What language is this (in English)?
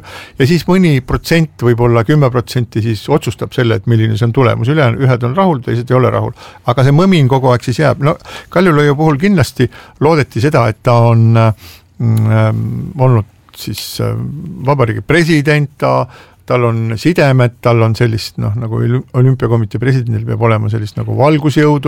Estonian